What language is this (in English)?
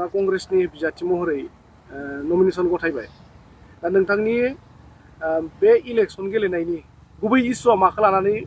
Bodo